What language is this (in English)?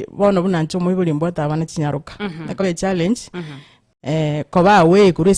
Gusii